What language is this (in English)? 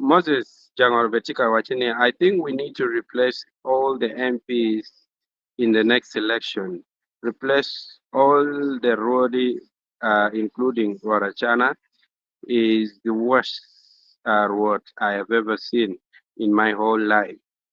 Acoli